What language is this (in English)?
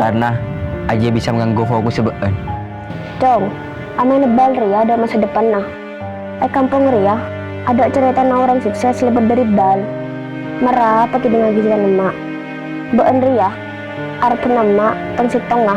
Madurese